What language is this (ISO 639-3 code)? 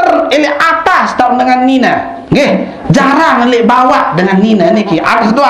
sas